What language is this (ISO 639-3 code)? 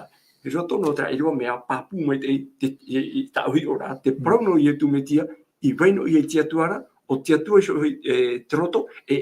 tah